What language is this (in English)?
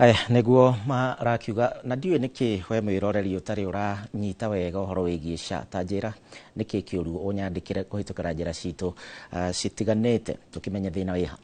Kikuyu